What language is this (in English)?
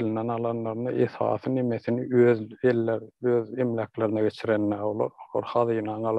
Turkmen